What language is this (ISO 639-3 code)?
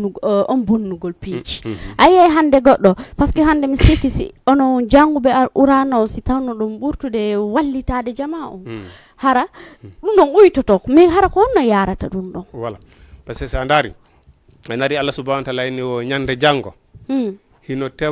ful